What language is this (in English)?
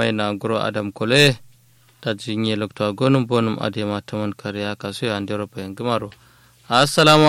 Kanuri